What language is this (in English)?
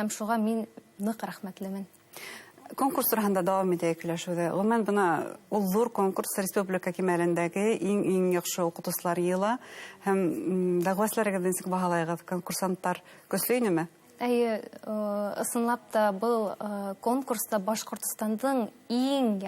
Bashkir